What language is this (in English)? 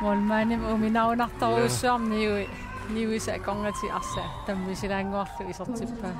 Kalaallisut